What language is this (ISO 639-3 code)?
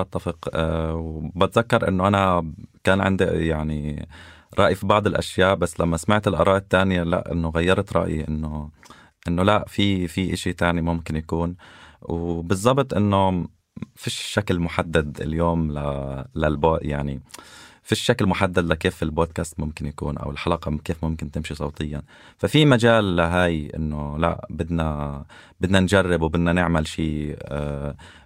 apc